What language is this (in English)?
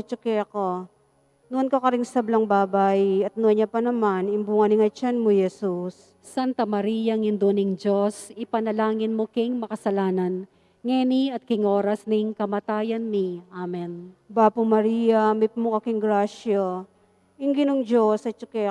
Pampanga